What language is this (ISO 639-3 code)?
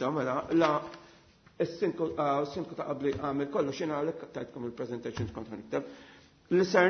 mlt